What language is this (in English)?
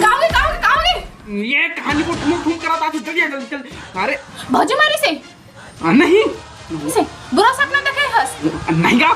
Chhattisgarhi